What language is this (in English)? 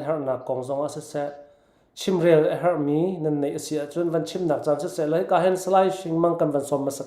Falam Chin